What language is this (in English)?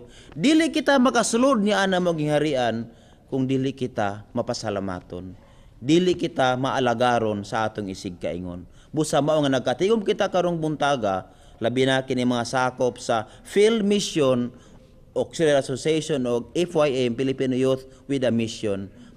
Cebuano